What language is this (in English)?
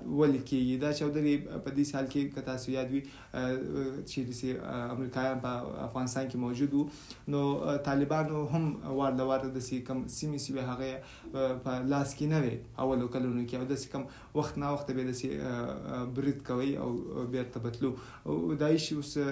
Pashto